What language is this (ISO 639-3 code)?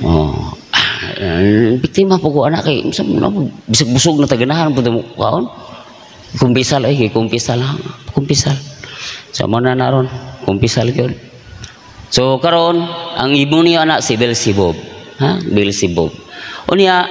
ceb